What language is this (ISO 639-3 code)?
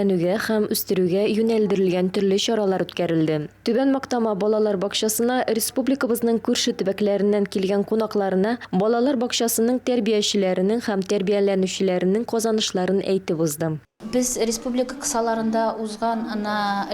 tat